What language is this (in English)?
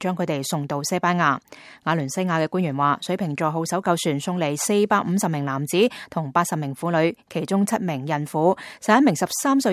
Cantonese